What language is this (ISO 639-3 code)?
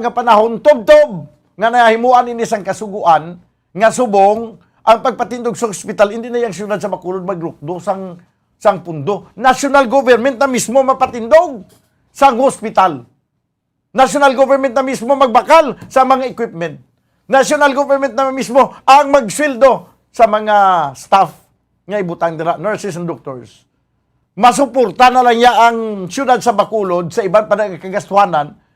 hil